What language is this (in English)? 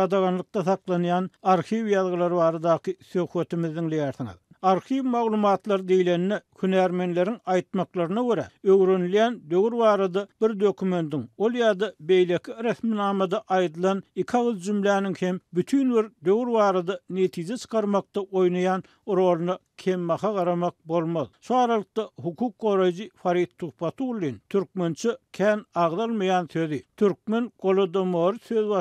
Turkmen